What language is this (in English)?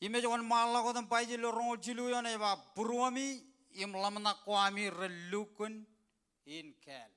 Marshallese